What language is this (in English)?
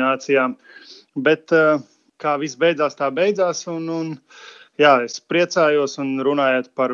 Latvian